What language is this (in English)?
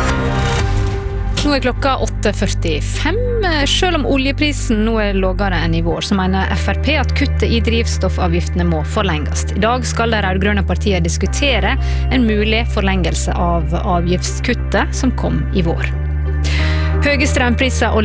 Norwegian